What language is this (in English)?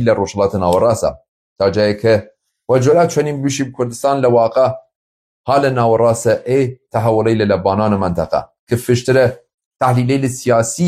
Kurdish